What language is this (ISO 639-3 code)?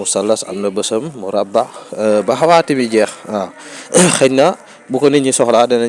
wol